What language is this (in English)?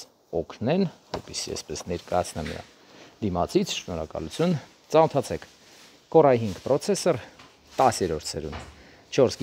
Armenian